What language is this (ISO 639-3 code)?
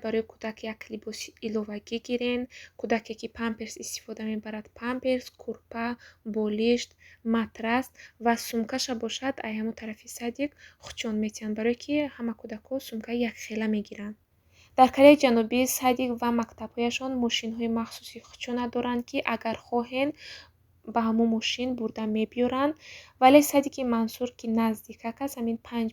tgk